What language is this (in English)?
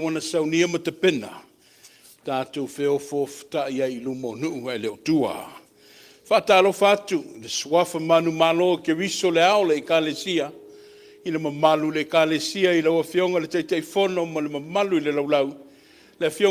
Samoan